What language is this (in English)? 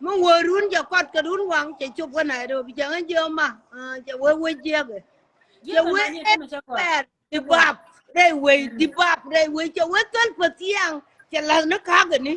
Nuer